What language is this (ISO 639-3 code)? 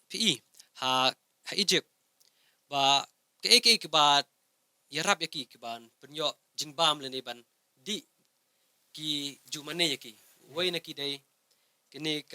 kha